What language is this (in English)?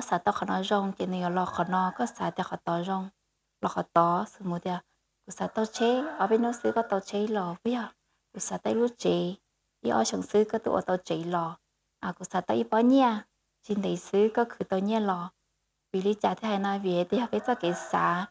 Hmong